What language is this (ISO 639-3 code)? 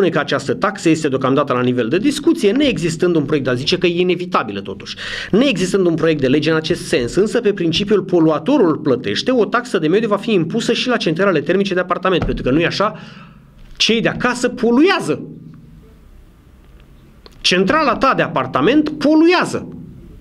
ron